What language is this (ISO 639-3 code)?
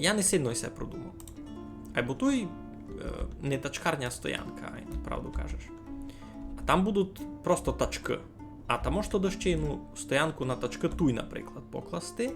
rue